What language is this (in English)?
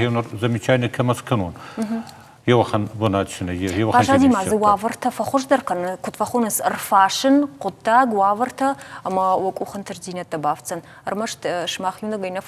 Ossetic